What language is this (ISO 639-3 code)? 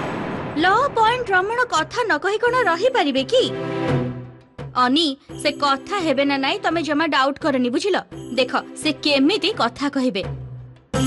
ori